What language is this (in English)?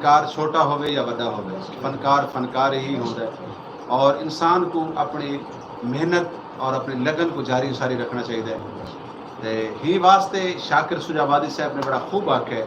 Saraiki